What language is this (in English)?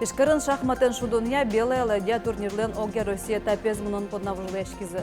Udmurt